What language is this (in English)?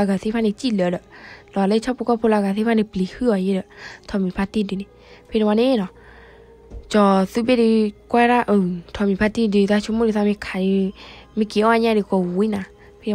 S'gaw Karen